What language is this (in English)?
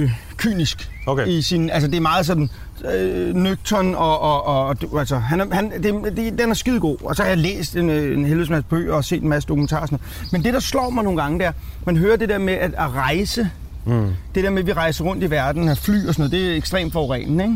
Danish